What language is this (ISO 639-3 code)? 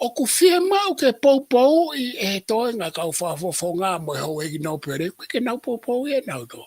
ton